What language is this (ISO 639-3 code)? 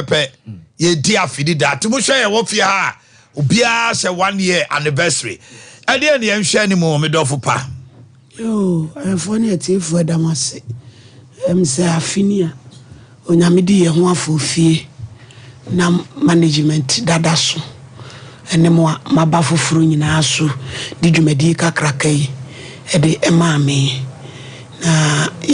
aka